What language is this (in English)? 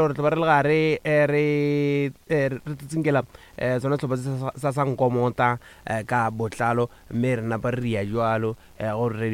Northern Sotho